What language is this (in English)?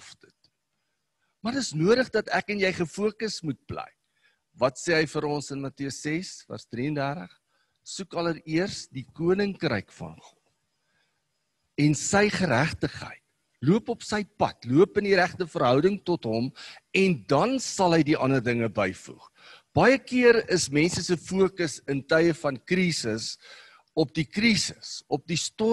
Afrikaans